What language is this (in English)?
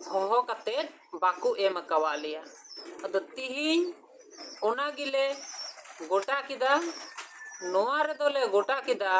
Santali